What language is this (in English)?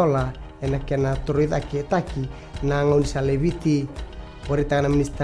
Fijian